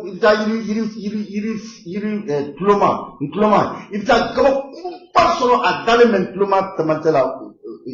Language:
Bambara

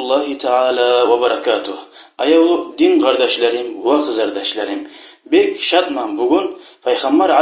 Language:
Kumyk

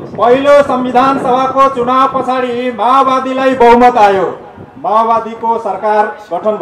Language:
Nepali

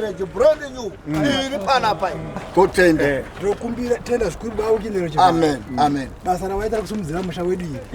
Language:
Shona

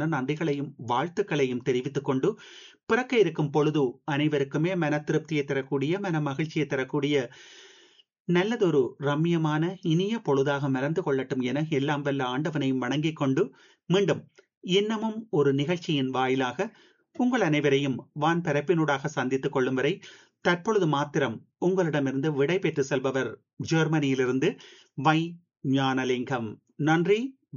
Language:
Tamil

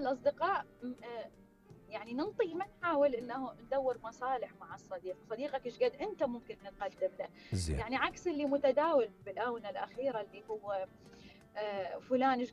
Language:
Mesopotamian Arabic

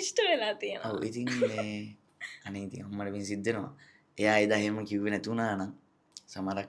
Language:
Sinhala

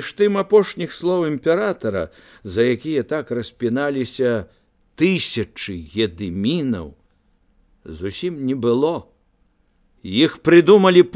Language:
Belarusian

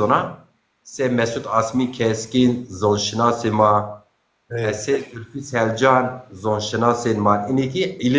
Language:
Zaza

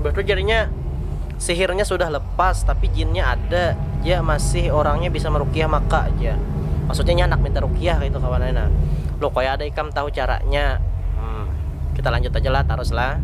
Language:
Banjar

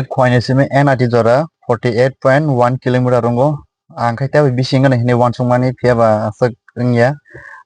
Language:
Kok Borok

